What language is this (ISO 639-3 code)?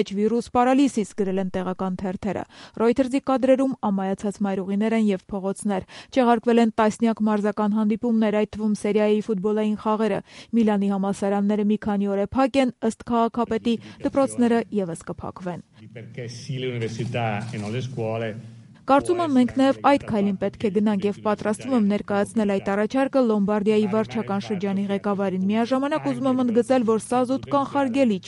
hye